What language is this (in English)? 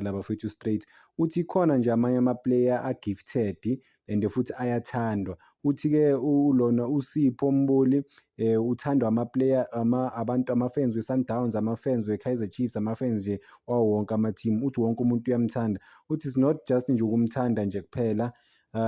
Zulu